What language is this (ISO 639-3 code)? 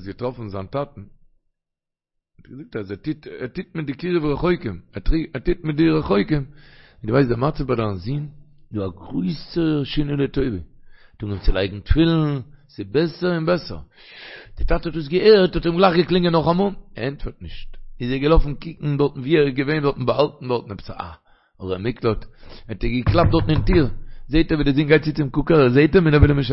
yid